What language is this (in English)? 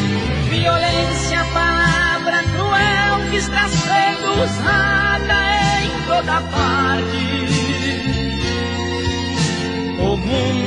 Portuguese